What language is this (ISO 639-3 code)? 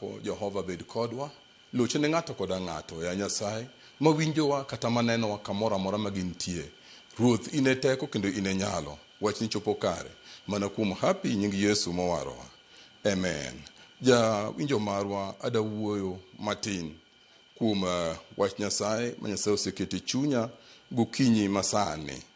luo